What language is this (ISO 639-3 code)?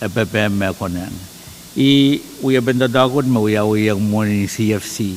pon